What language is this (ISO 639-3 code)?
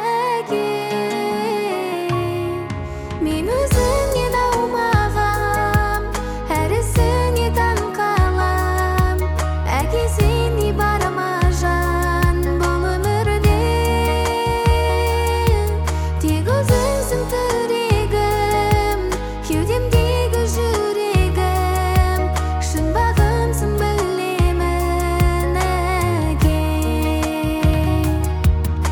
kaz